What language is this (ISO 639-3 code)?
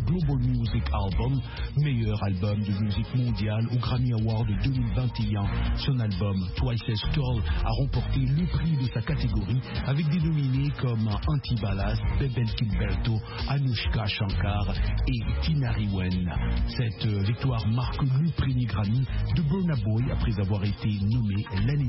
fra